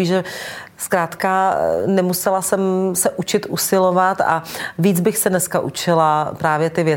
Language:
Czech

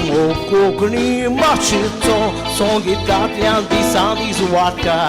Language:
Konkani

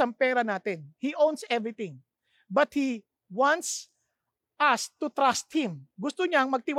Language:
Filipino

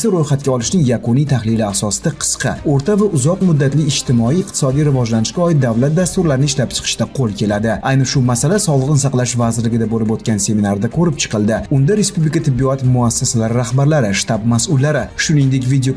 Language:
Uzbek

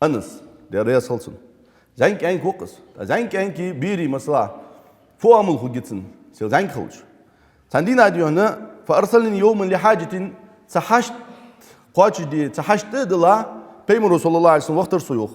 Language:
Ingush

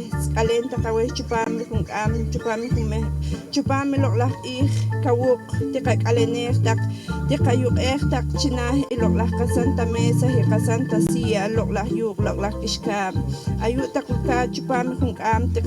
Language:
Poqomchi'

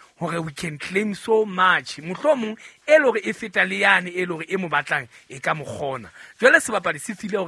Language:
Southern Sotho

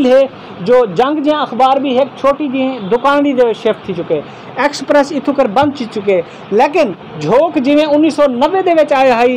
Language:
Saraiki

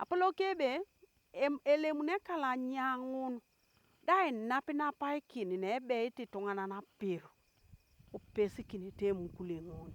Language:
Teso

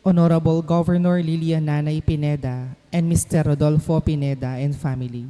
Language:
Pampanga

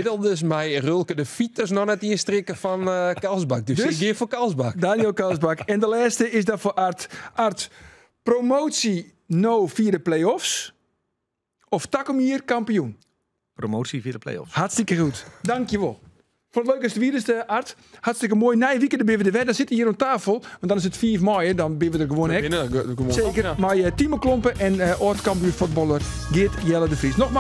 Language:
Western Frisian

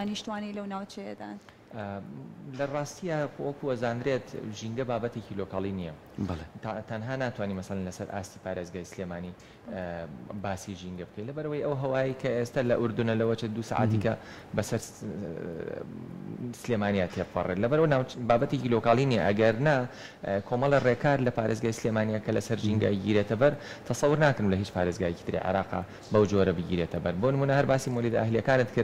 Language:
Central Kurdish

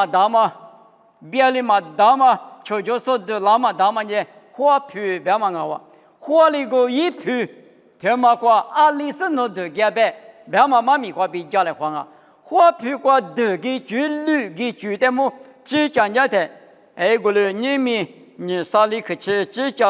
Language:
Lisu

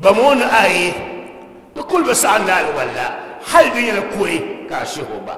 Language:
Dagbani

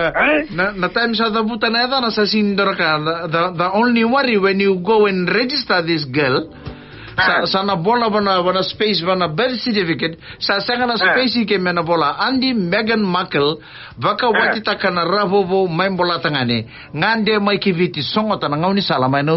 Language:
Fijian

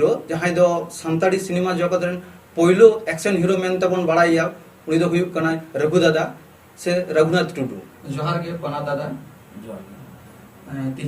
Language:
Santali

